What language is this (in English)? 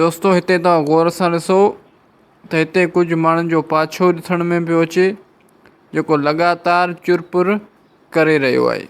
Sindhi